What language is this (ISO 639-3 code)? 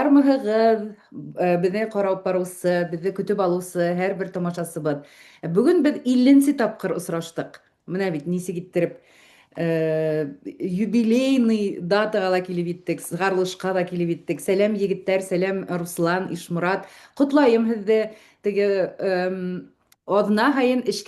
bak